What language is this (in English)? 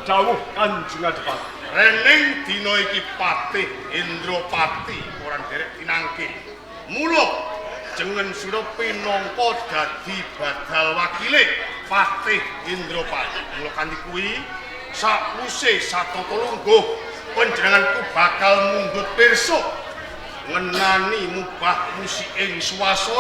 Javanese